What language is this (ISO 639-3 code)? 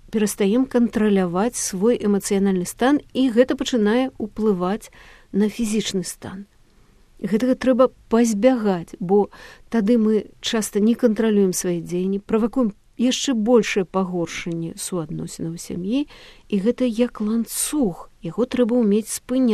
bel